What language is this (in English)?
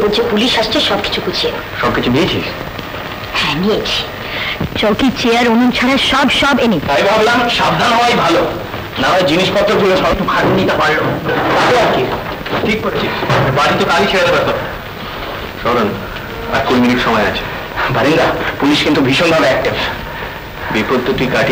Bangla